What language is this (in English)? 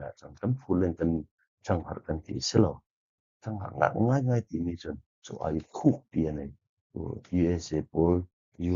Falam Chin